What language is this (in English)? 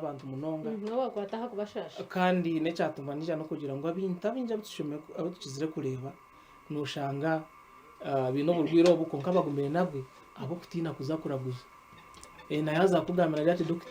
Nyankole